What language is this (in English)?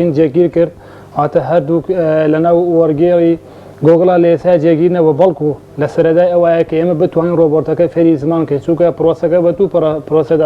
Central Kurdish